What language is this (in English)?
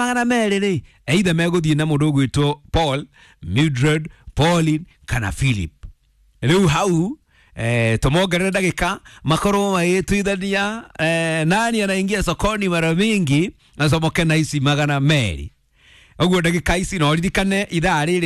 Kikuyu